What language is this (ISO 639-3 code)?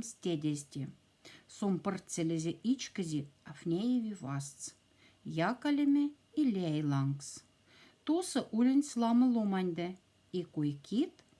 mdf